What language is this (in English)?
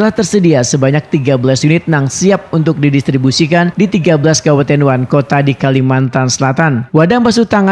Banjar